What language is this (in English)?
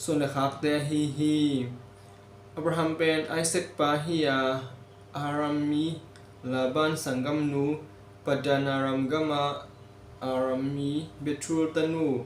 Tedim Chin